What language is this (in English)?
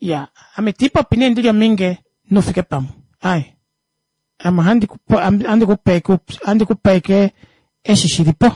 Kuanyama